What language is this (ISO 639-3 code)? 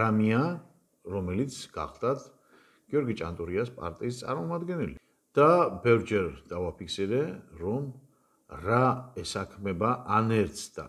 kat